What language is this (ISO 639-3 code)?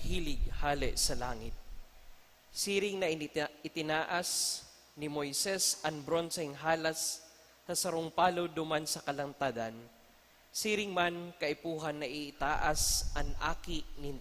bik